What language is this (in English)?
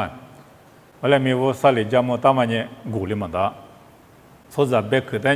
Lisu